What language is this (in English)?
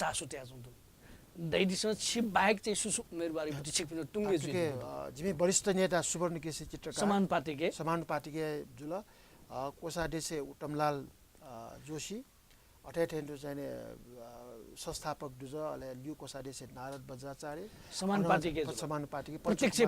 Newari